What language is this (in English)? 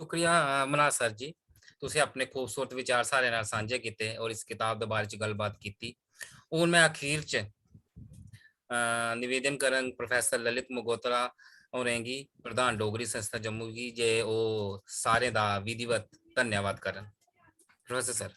Dogri